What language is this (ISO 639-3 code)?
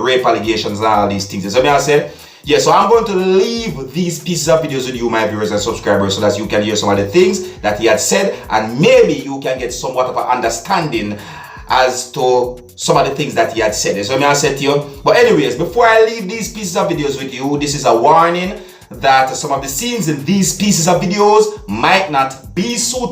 jam